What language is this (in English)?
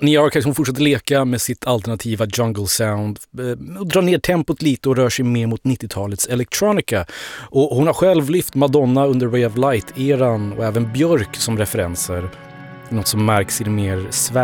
Swedish